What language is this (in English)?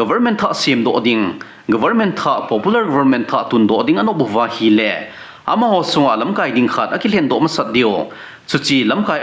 Thado Chin